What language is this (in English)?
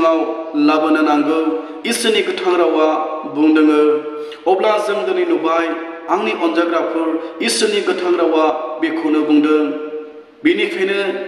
Bodo